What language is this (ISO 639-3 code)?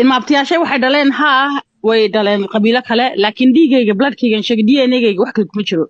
som